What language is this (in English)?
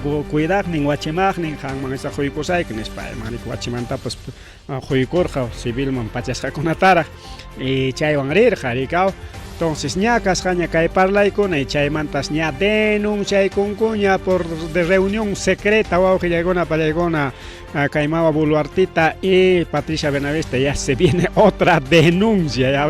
Ayacucho Quechua